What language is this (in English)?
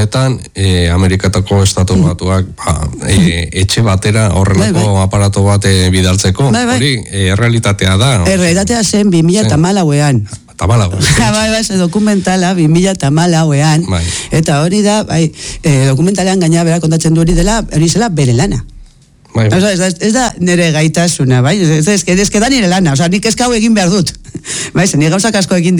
Basque